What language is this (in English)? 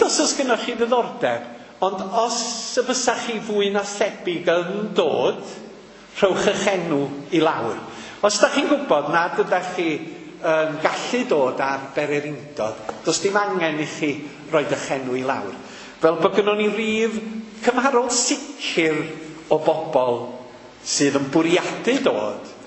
Welsh